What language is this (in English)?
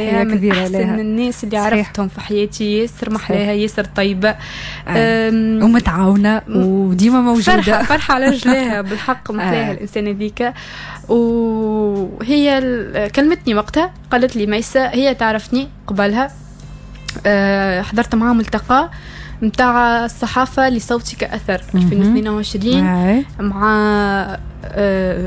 Tunisian Arabic